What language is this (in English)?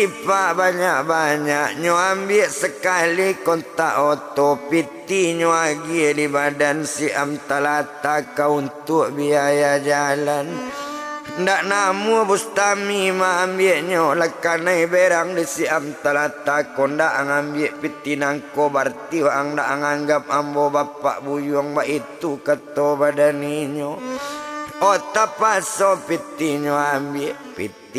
Minangkabau